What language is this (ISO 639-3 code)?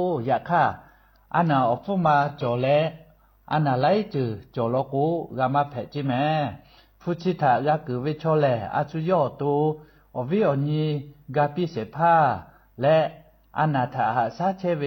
lhu